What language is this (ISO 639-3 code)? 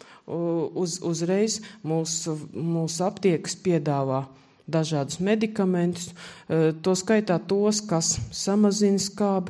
lav